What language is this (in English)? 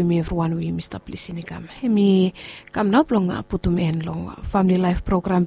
Bislama